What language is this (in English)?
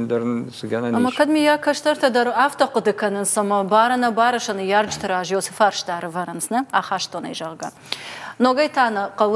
Ossetic